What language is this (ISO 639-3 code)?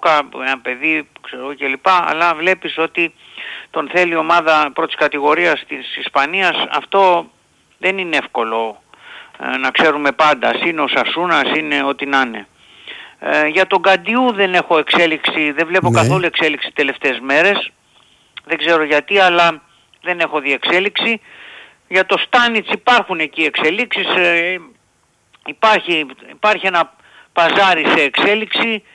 ell